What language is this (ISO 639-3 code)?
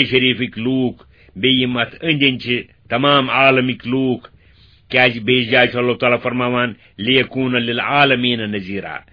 kas